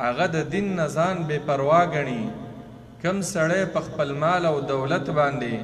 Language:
Pashto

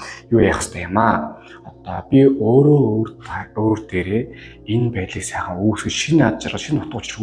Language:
Mongolian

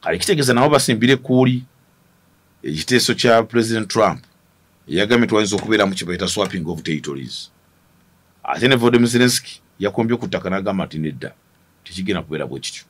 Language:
Ganda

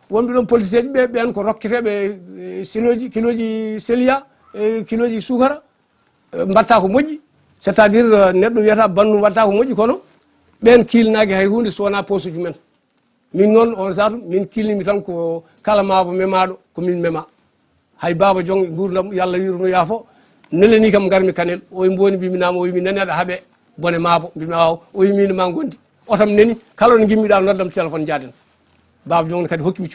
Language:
Fula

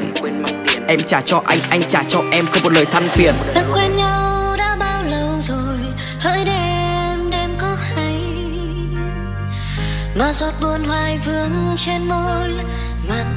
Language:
Vietnamese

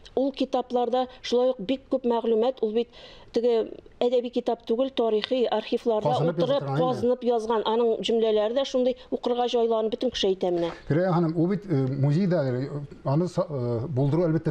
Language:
Tatar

